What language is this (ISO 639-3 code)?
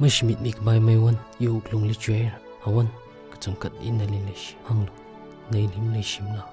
nmf